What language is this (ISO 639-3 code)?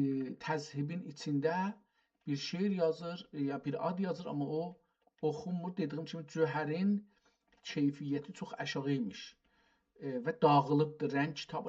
azb